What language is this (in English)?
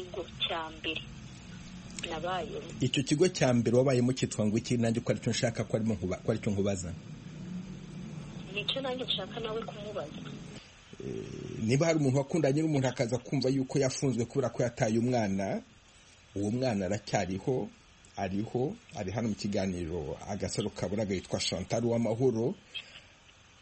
Kinyarwanda